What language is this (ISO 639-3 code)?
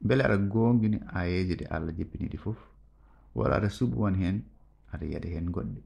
ful